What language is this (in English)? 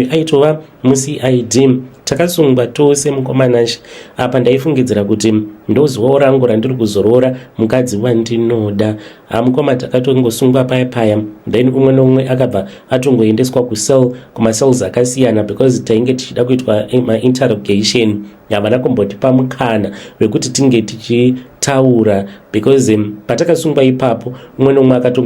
Shona